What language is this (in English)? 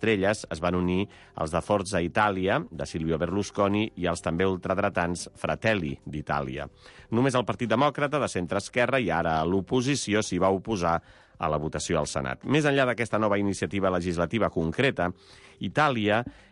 Catalan